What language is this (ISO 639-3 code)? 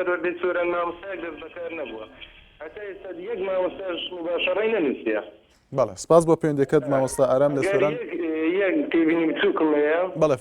ckb